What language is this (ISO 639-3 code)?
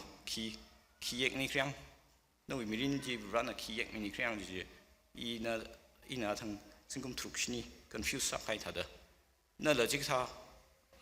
nmf